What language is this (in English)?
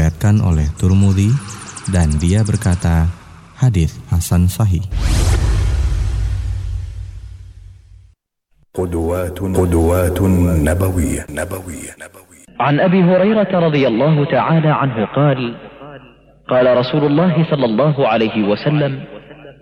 Indonesian